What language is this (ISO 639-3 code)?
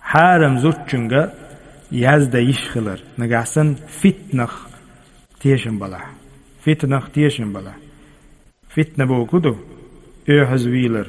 che